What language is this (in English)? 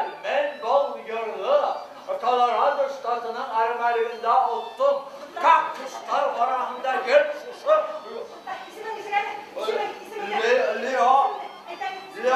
Bashkir